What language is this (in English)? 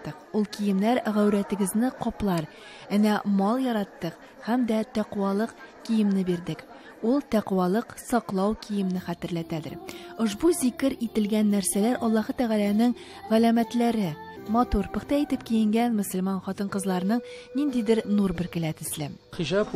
Tatar